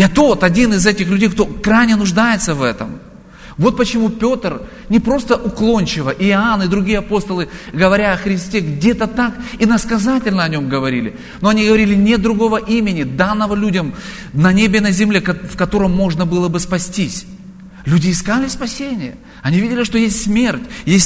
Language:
Russian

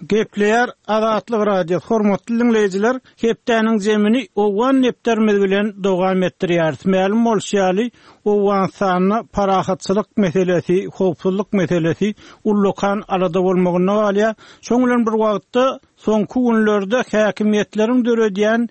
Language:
Turkmen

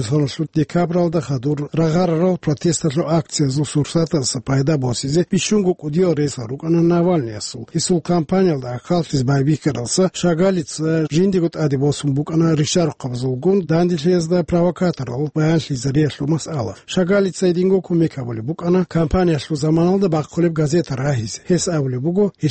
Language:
Avaric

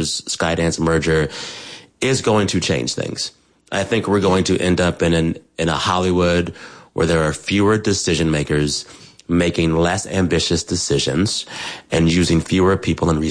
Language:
English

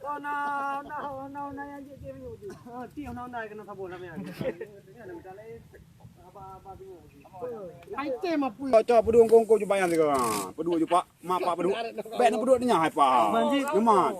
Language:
Achinese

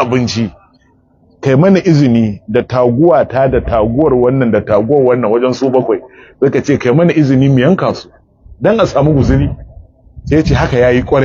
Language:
Hausa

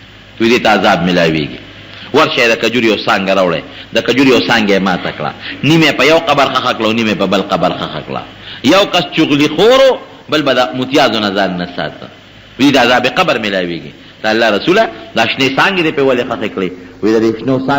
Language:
Pashto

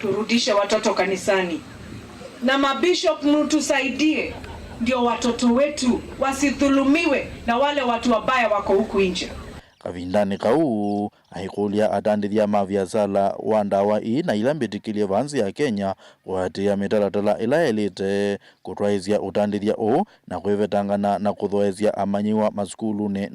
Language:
Kamba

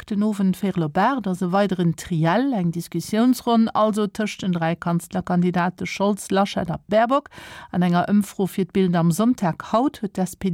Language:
Luxembourgish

